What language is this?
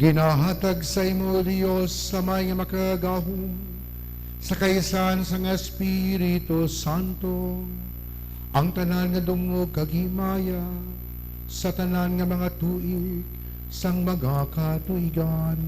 Hiligaynon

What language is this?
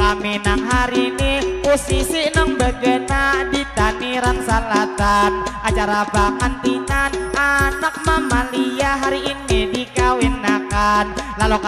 Banjar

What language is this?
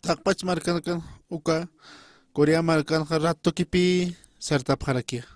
Aymara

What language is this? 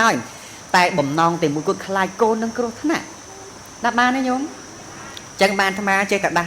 Khmer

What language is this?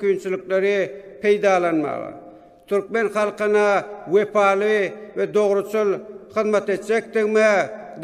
Turkmen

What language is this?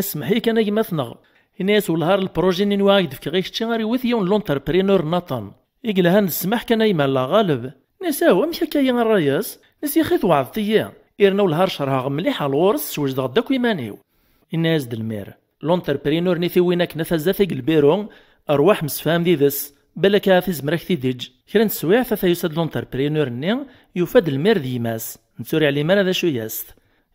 Kabyle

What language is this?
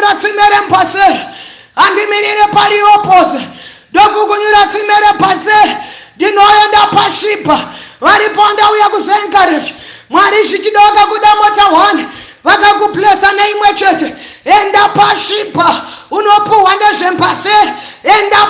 Shona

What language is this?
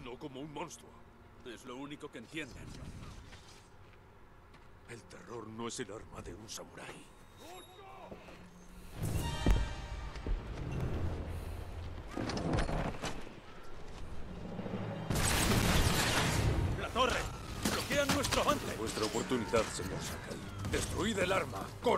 Spanish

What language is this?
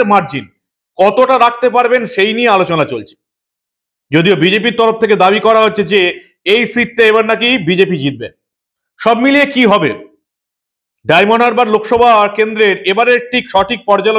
Bangla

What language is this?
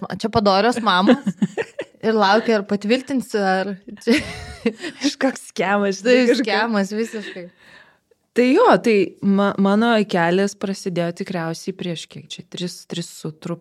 Lithuanian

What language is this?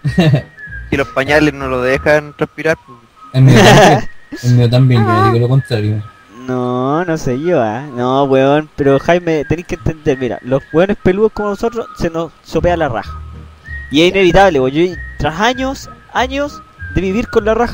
Spanish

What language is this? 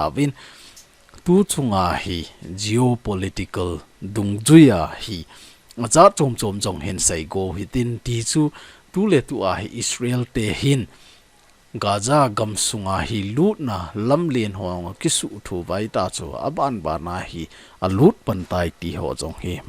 Thado Chin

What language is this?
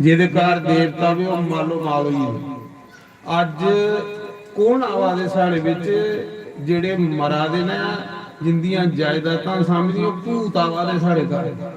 Dogri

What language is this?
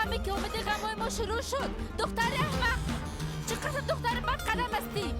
Persian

